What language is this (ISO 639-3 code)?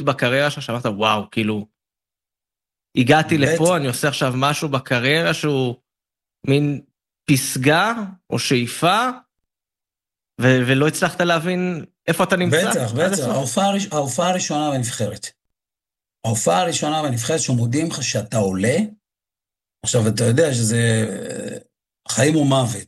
heb